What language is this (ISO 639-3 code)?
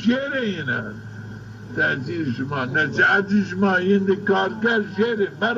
zza